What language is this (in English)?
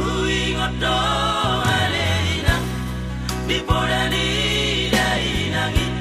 Batak Toba